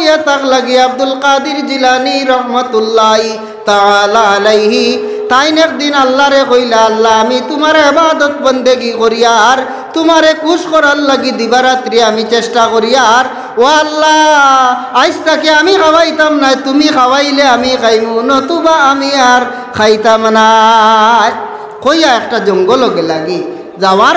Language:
Sylheti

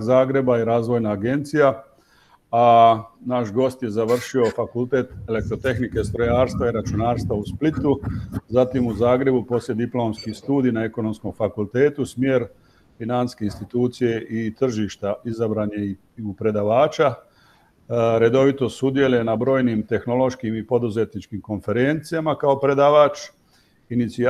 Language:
Croatian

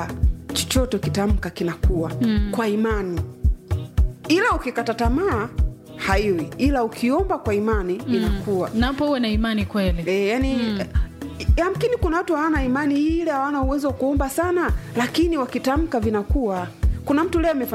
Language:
Swahili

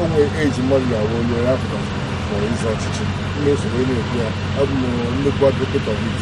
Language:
Igbo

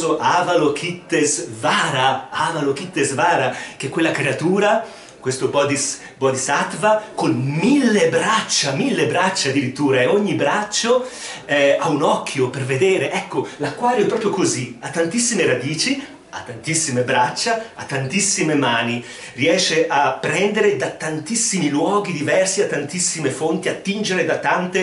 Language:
Italian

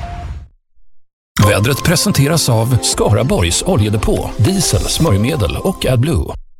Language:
Swedish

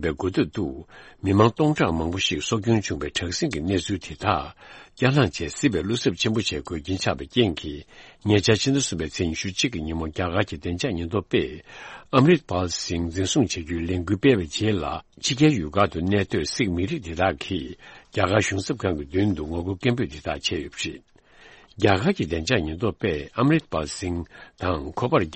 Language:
Tibetan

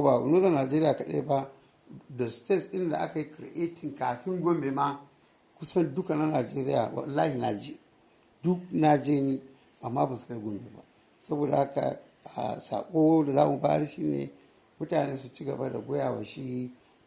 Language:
Hausa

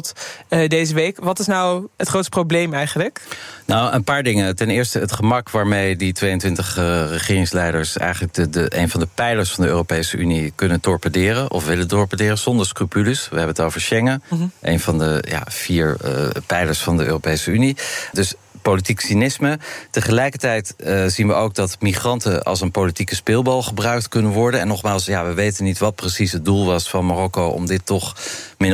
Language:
Dutch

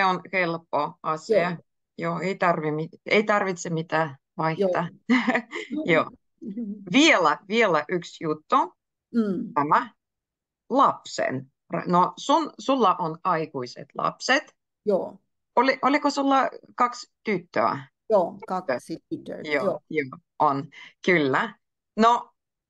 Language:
Finnish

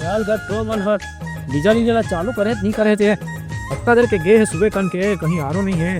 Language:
Chhattisgarhi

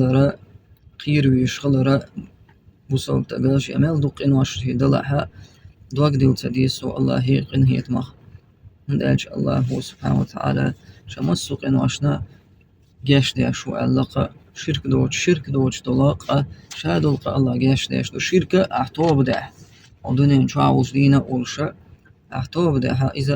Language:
Chechen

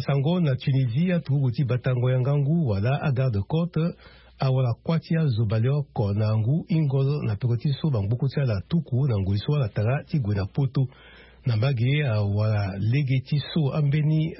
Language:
Sango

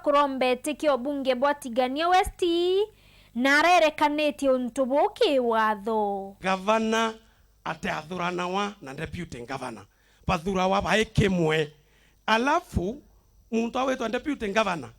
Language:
Meru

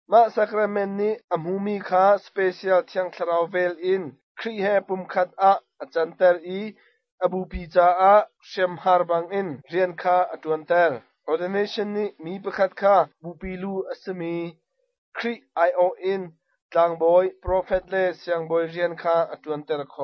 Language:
Hakha Chin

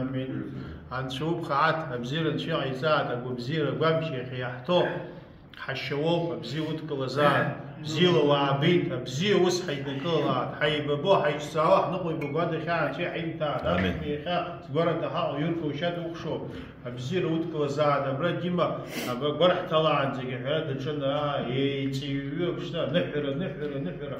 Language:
Abkhazian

